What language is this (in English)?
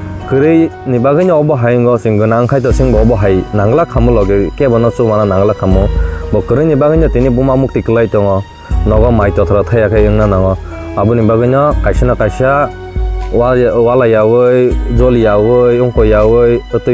Kok Borok